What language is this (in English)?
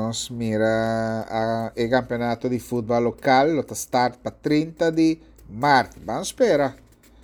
Papiamento